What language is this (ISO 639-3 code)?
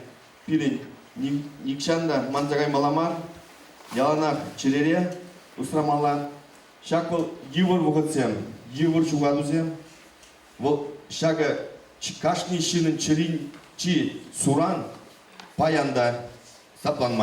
chv